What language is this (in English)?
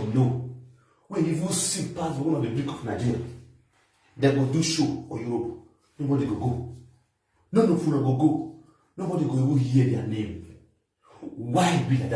Nigerian Pidgin